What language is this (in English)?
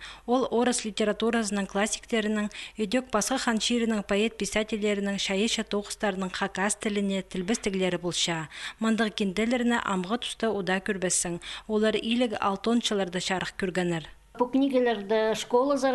Khakas